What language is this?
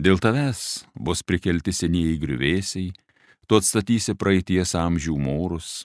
Lithuanian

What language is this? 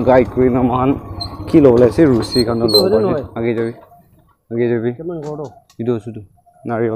Naga Pidgin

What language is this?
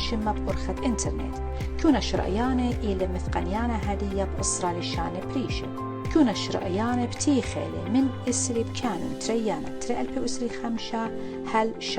Assyrian Neo-Aramaic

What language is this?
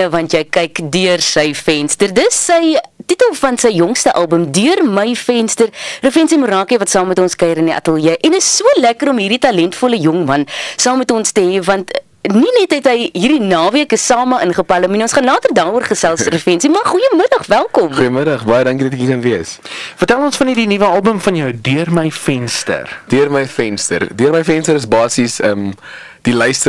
Afrikaans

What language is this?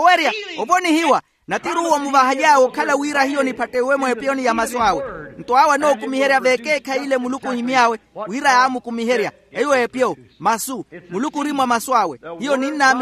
Makhuwa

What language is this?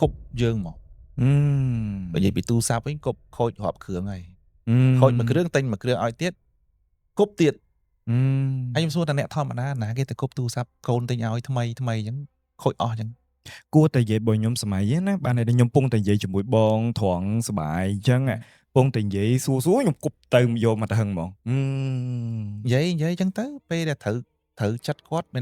Khmer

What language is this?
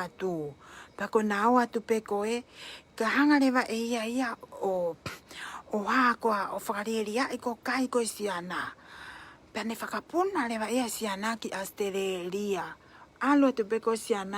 Tongan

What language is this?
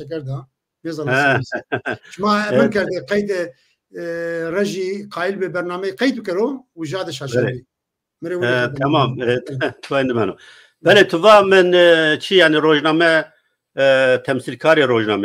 Zaza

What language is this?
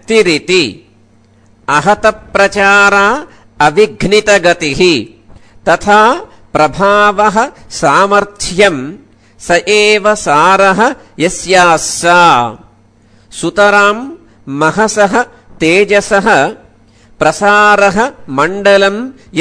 Sanskrit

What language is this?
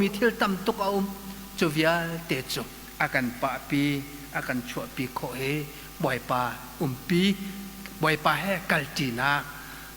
Hakha Chin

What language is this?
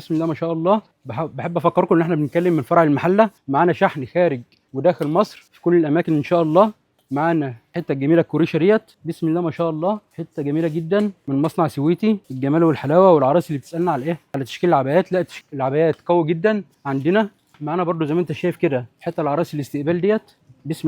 Egyptian Arabic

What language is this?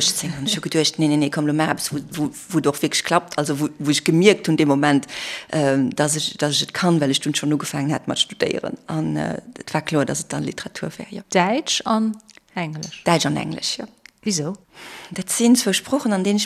Luxembourgish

